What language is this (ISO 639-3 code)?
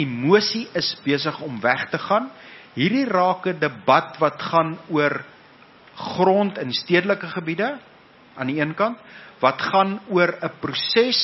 afr